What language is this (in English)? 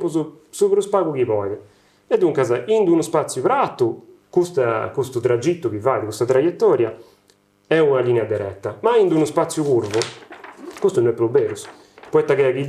Sardinian